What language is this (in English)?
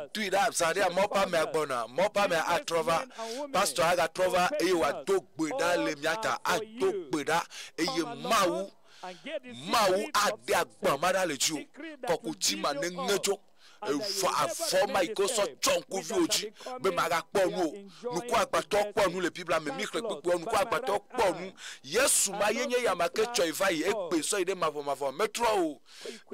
Ewe